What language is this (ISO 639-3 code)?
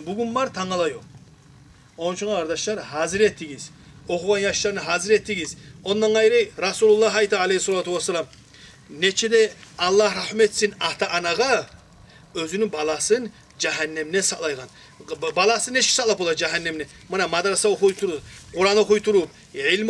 kum